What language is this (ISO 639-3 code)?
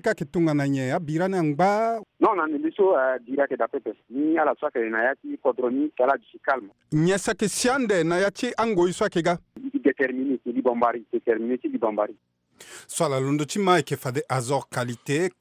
sag